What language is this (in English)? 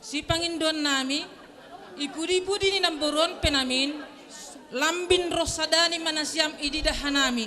Batak Simalungun